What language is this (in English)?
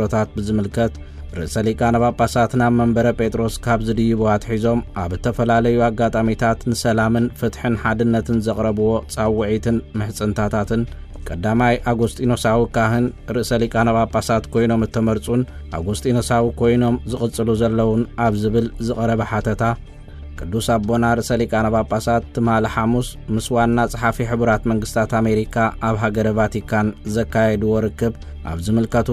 Tigrinya